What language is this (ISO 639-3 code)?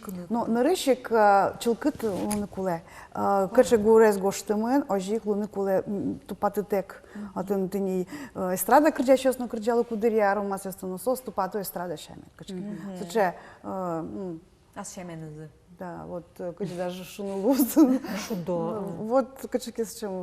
udm